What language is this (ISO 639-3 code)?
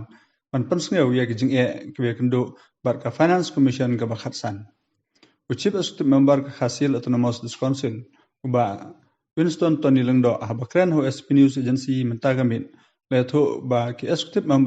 kha